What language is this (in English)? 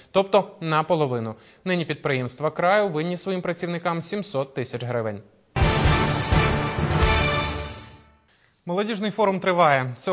Ukrainian